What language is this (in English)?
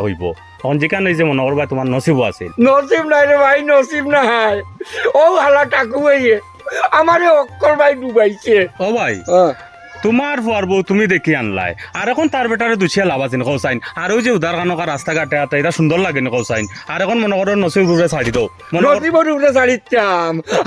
Sylheti